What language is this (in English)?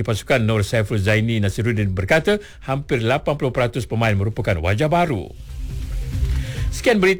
Malay